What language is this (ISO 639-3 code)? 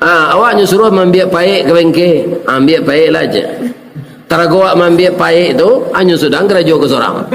min